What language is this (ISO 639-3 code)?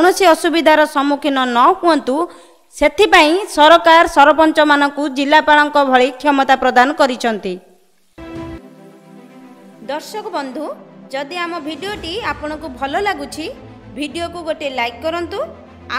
ori